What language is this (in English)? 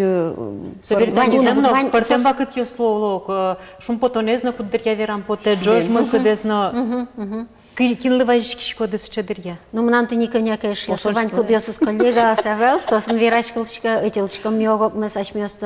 Udmurt